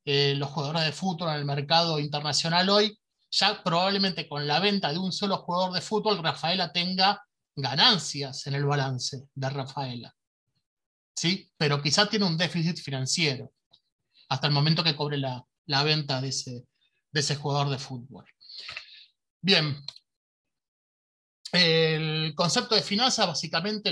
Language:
Spanish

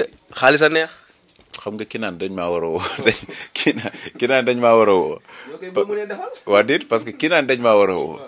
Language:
Wolof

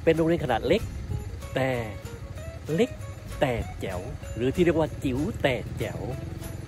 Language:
Thai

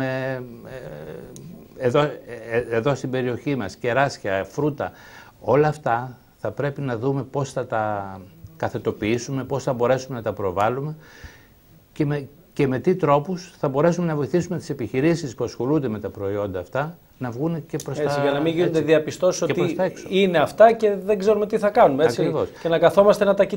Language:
Greek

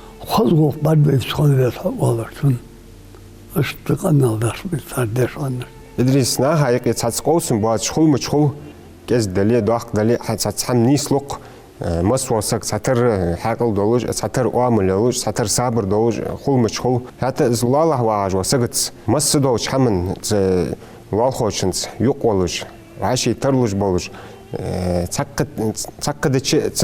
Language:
Ingush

